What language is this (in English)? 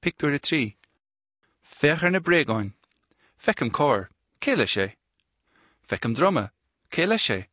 Irish